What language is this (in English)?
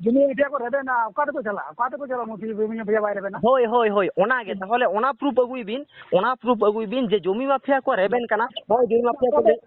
Santali